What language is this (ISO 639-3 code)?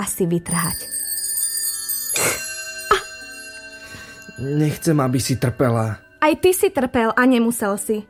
slk